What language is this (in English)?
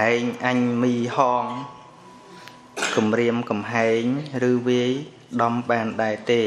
Khmer